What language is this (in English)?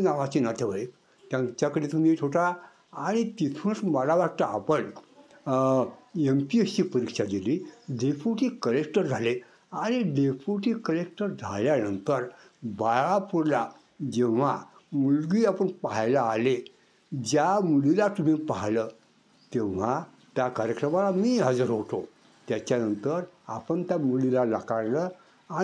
Marathi